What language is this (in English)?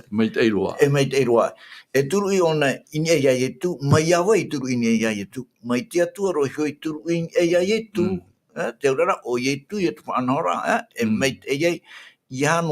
Tahitian